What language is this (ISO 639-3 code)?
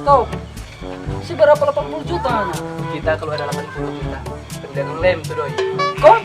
xmm